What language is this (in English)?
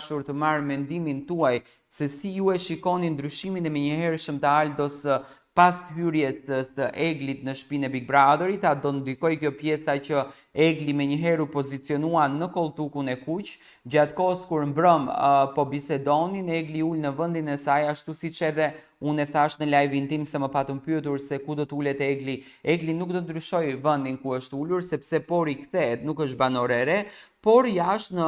Albanian